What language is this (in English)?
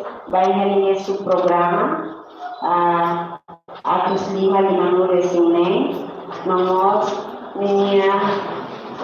Tetum